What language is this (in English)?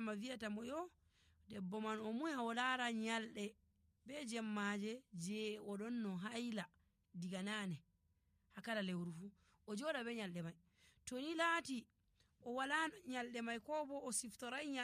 Nigerian Fulfulde